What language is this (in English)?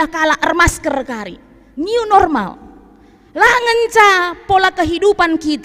Batak Karo